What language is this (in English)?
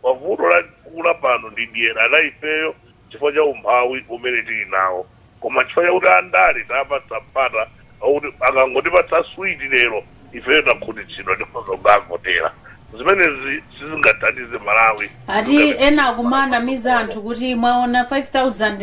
Nyanja